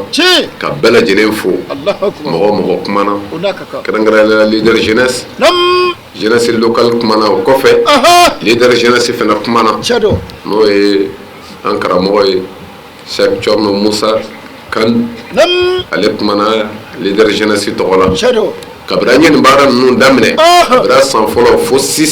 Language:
Bambara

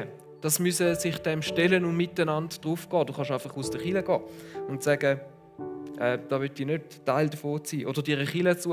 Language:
Swiss German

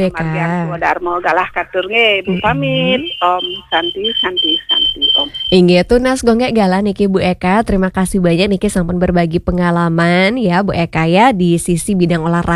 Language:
Balinese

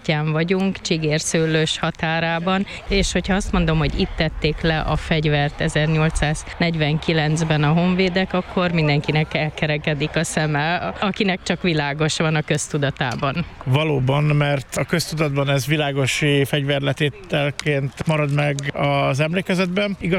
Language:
Hungarian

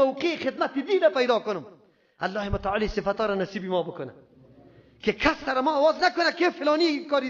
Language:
Persian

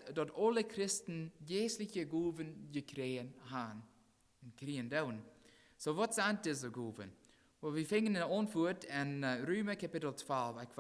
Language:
Plautdietsch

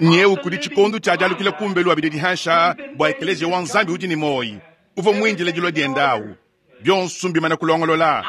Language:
Luba-Lulua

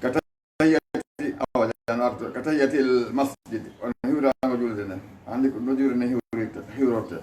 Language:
Fula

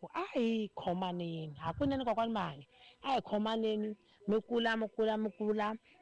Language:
Tsonga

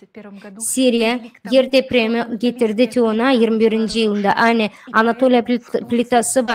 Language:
Gagauz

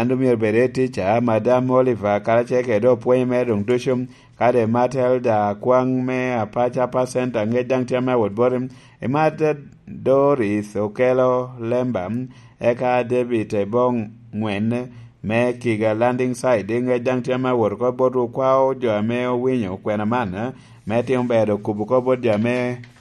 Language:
Lango (Uganda)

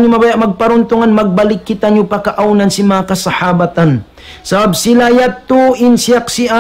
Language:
Tausug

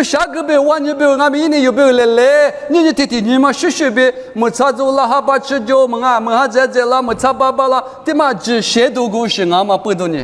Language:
Lisu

